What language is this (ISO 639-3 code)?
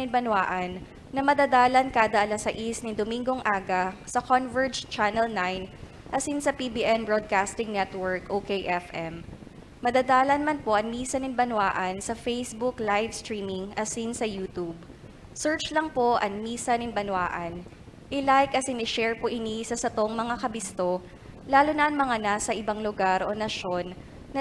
bik